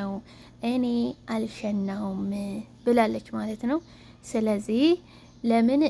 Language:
Amharic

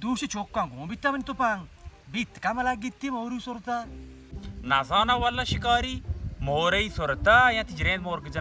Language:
Baluchi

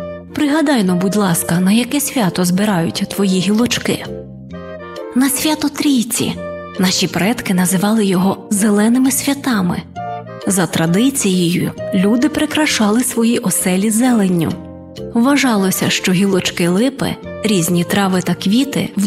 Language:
Ukrainian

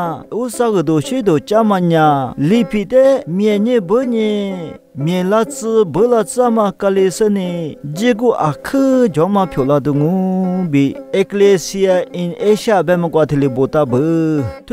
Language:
Lisu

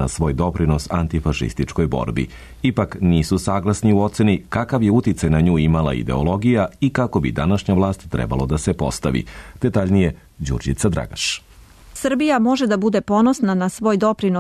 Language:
Serbian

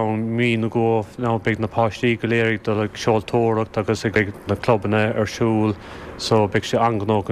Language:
Irish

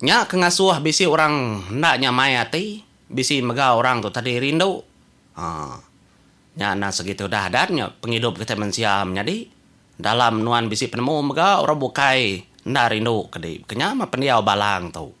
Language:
Iban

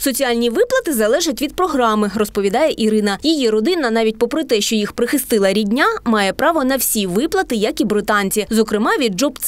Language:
Ukrainian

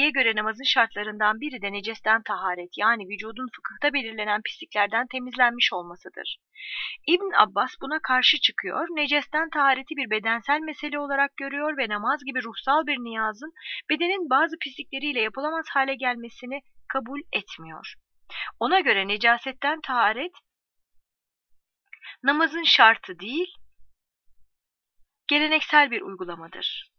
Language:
Turkish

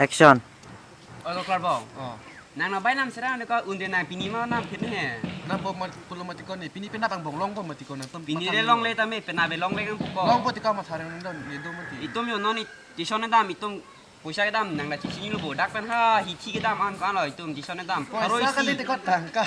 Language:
Karbi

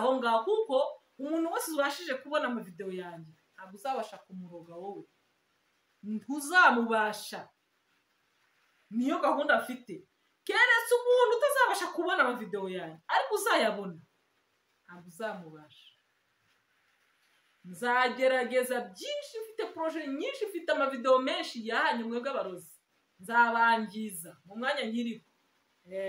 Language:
Kinyarwanda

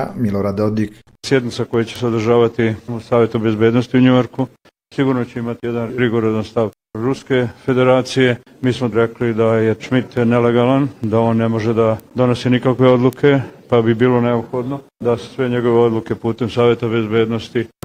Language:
Bosnian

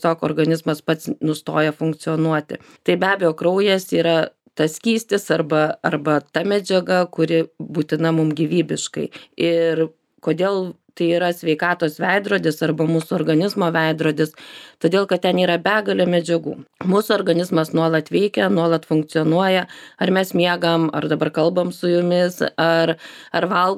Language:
Lithuanian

